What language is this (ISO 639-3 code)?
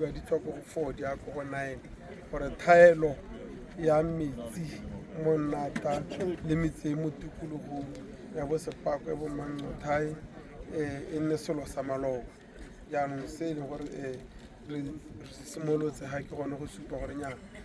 tsn